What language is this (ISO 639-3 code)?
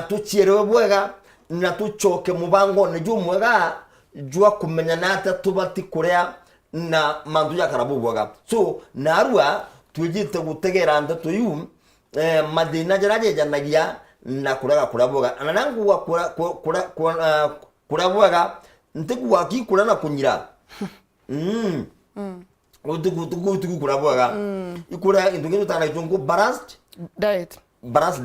mer